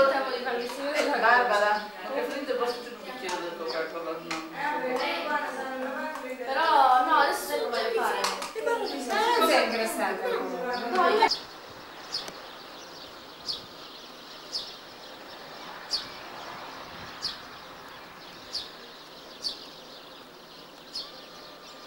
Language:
Italian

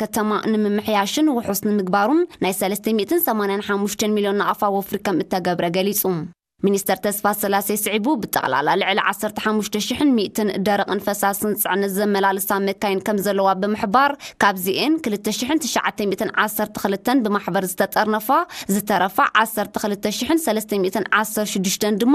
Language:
Tigrinya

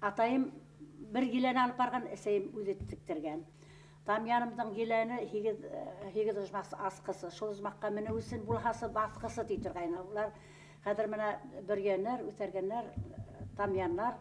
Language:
Bashkir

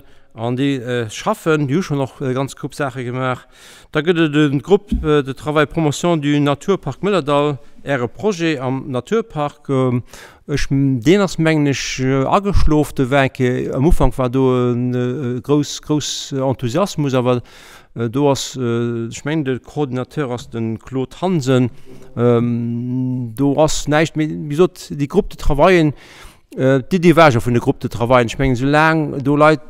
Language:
Luxembourgish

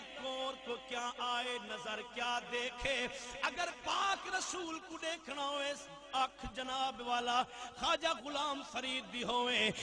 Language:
Saraiki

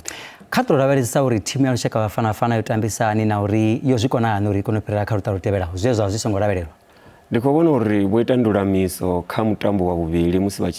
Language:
Venda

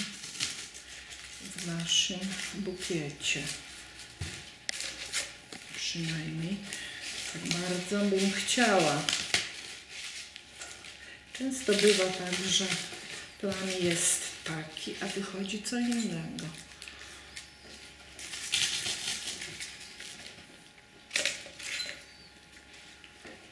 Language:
Polish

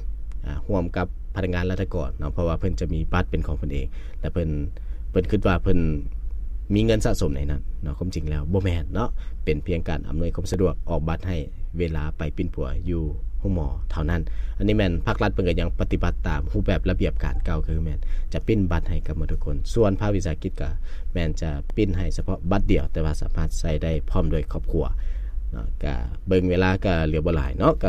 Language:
Lao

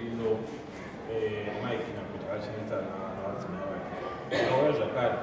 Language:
Shona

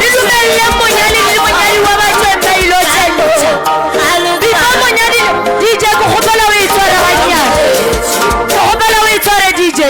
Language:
Northern Sotho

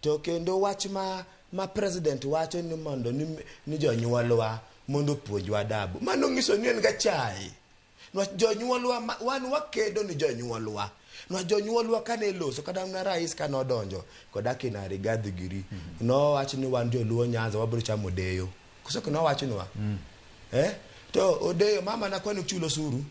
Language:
Luo (Kenya and Tanzania)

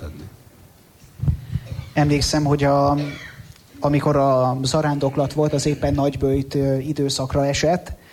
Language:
Hungarian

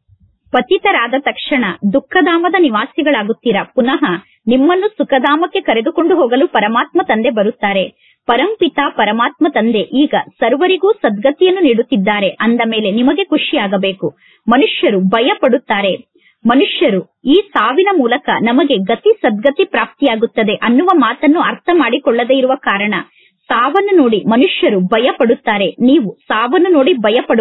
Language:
Kannada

